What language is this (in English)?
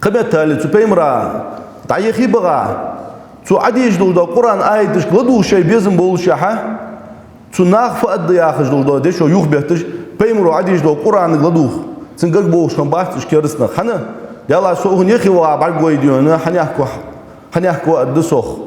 Ingush